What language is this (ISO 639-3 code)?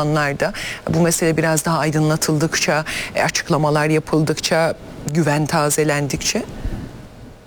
tur